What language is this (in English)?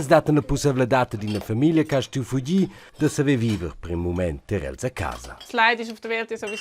Romansh